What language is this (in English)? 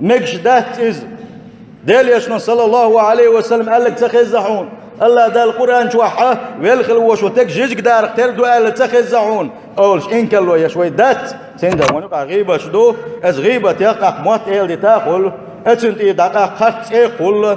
Chechen